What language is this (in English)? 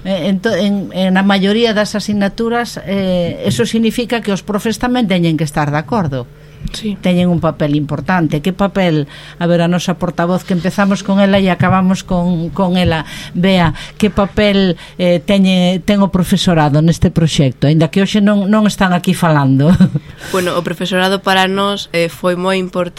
Galician